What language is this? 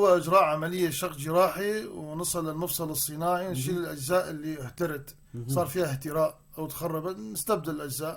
North Levantine Arabic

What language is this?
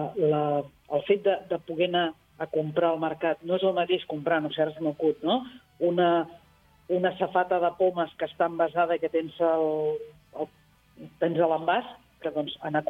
Catalan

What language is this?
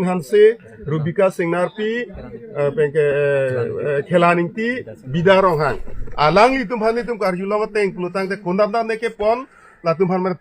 Karbi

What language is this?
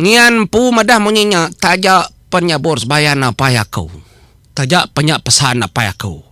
Iban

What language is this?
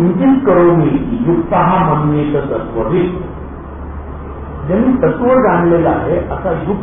Marathi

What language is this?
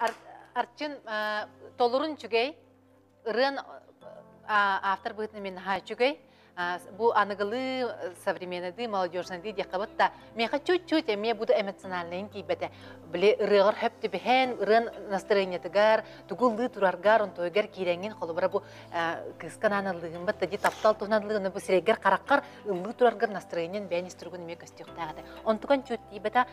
Yakut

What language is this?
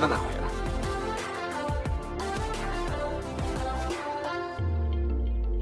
Burmese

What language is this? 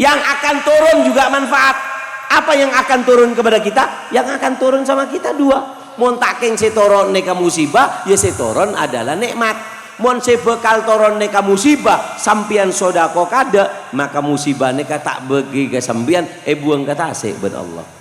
Madurese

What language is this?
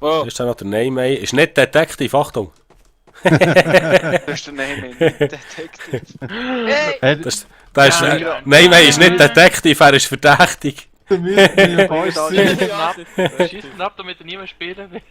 Swiss German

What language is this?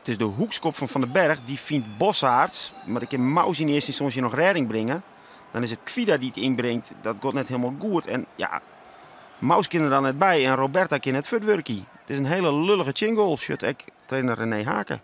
Western Frisian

